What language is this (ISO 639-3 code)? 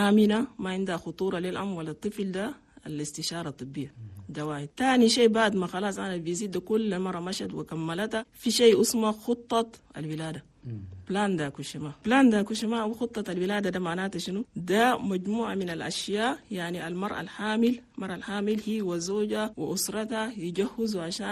shu